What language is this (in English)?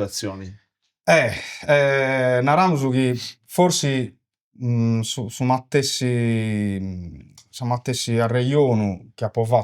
Sardinian